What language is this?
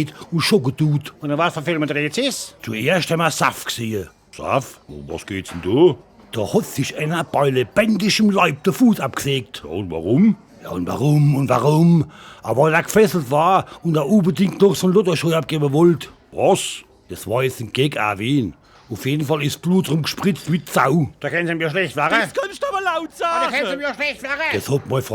Palatine German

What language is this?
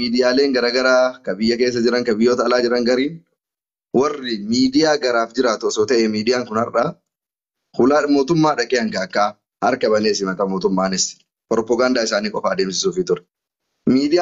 Oromo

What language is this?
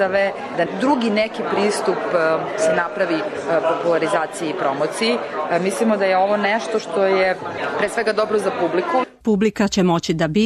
Serbian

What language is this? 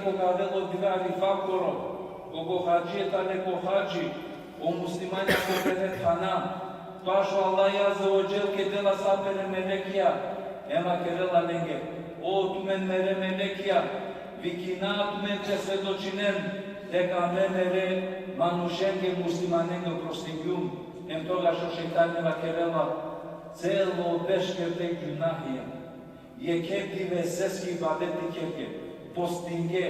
Balkan Romani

